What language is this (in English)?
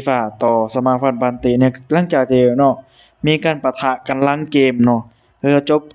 Lao